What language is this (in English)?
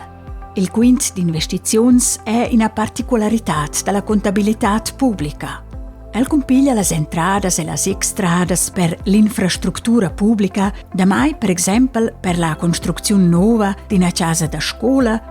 Romansh